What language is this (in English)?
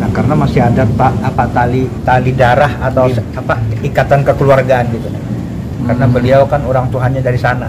Banjar